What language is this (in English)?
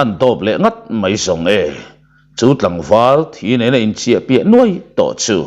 Mizo